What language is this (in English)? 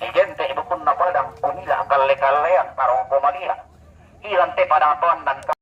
Toraja-Sa'dan